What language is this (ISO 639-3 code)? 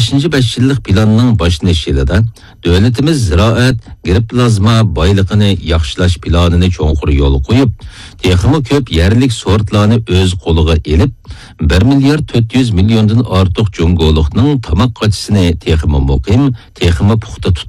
uig